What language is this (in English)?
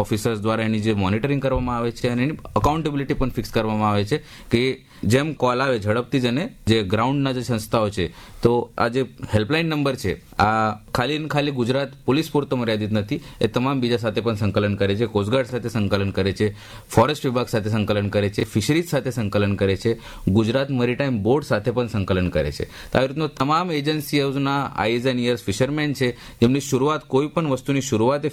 Gujarati